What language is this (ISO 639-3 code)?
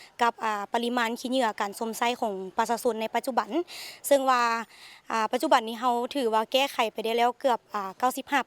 lao